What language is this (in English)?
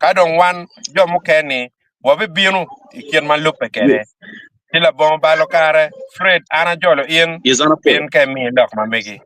Acoli